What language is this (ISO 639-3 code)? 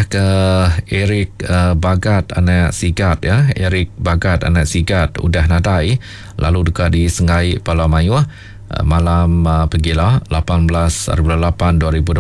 iba